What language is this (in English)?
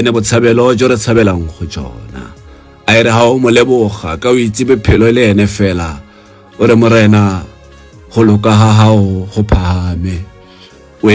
Tswana